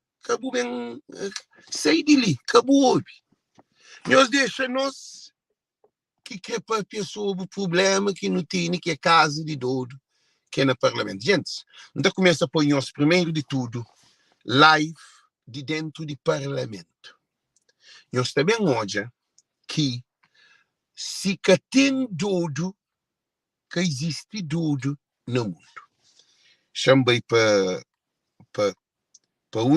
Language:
Kabuverdianu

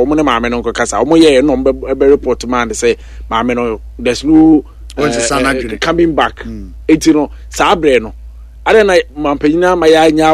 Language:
Akan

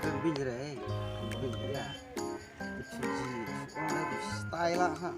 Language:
Khasi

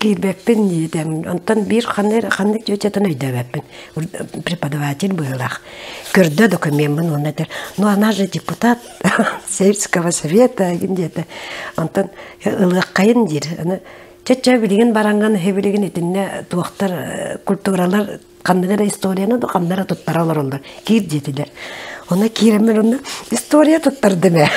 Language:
Yakut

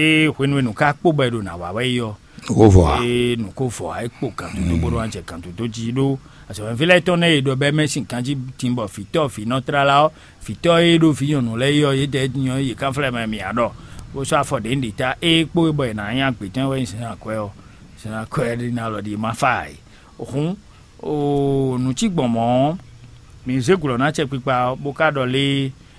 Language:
Fon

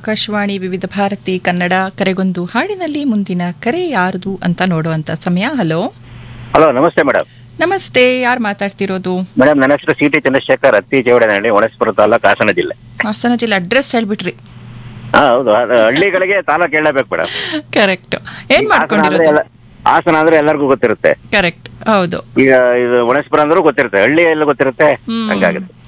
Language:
Kannada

